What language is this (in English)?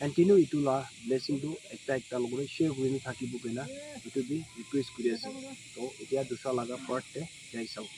Naga Pidgin